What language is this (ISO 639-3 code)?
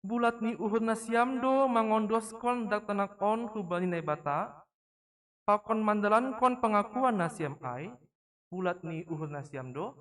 bts